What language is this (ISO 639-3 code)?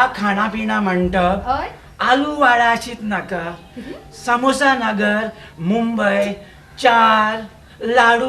kok